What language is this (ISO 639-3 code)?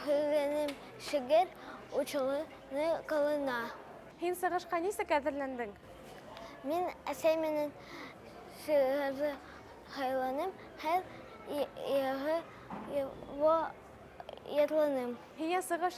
bak